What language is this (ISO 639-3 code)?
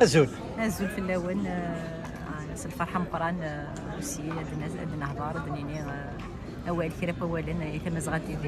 kab